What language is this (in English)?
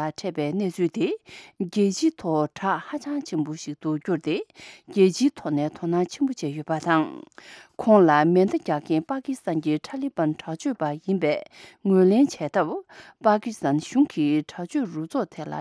Tibetan